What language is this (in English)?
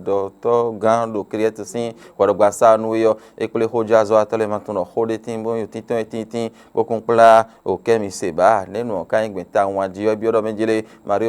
Fon